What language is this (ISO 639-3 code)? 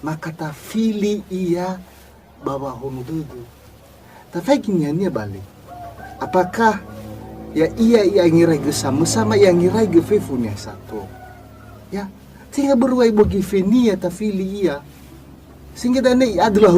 nia